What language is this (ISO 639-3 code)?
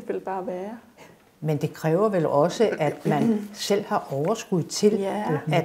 dan